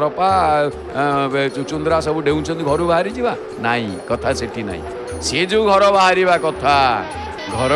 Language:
Odia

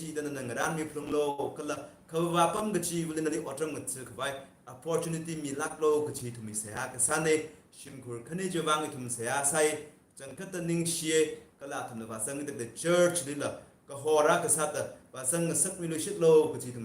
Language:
Tangkhul Naga (India)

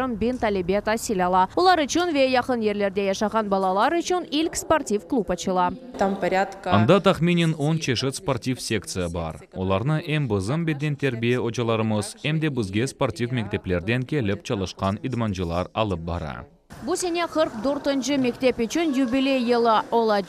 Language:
Crimean Tatar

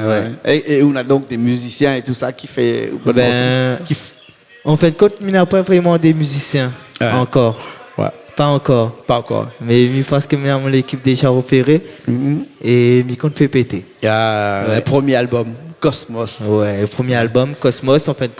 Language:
Réunion Creole French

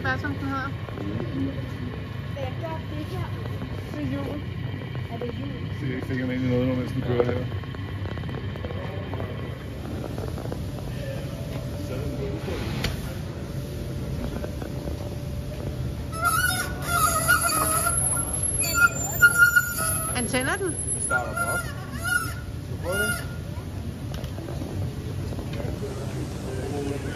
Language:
Danish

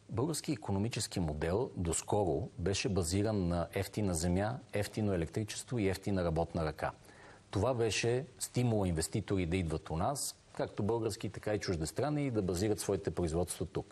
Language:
Bulgarian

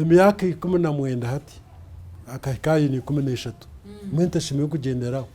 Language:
Nyankole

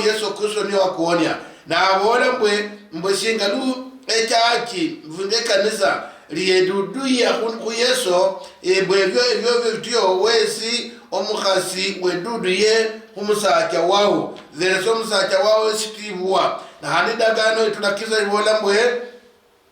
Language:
Luyia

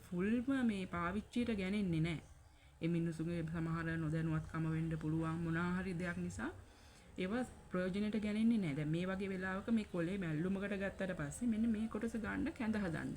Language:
Sinhala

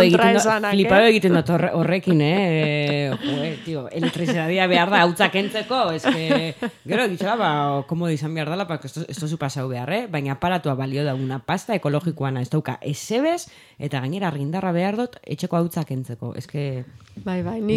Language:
Basque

